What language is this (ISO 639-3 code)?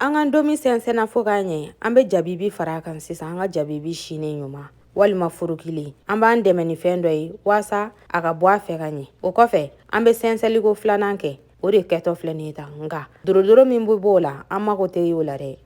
bam